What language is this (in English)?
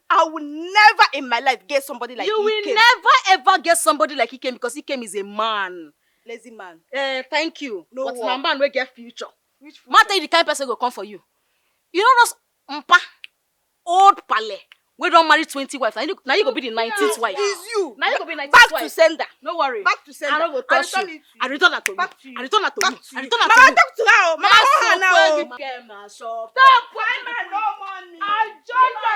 Nigerian Pidgin